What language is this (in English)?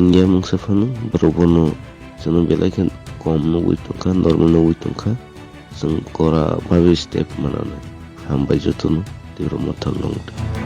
Kok Borok